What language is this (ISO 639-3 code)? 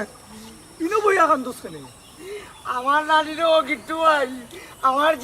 syl